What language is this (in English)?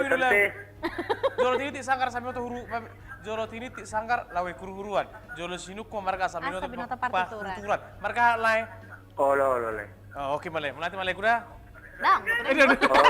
Batak Toba